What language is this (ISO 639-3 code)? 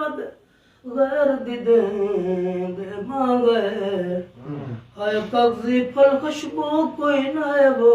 skr